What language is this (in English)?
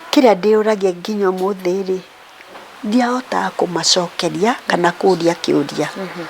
Kikuyu